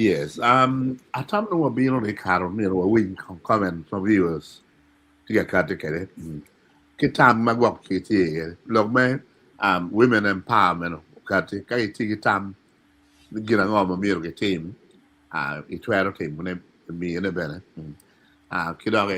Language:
Acoli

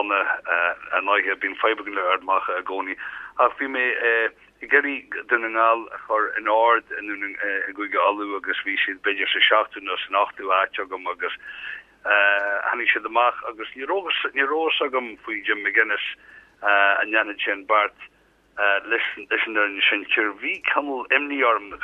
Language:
Irish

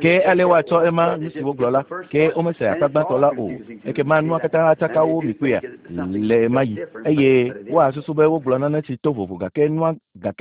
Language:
Ewe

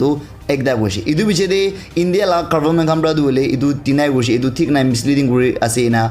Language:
Naga Pidgin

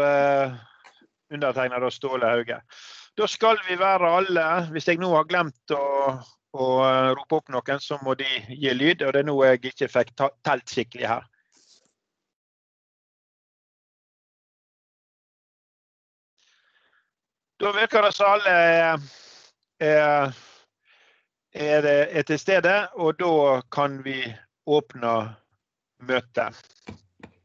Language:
Norwegian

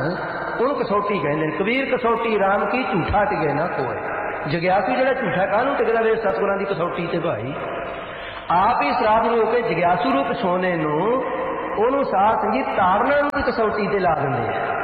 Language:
Punjabi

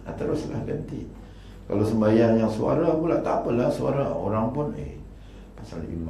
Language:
Malay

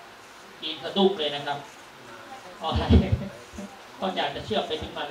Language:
Thai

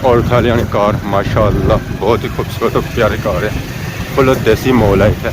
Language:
Pahari-Potwari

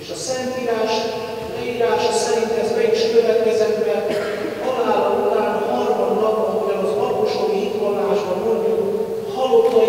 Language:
Hungarian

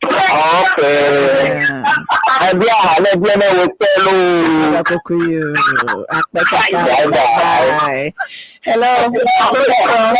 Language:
Ewe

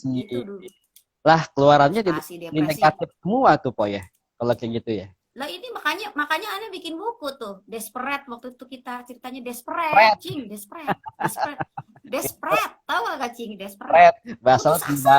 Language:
Betawi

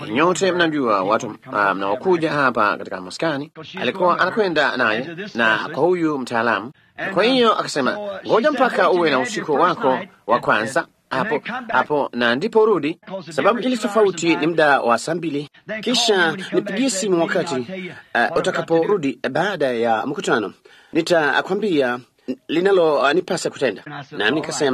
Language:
Swahili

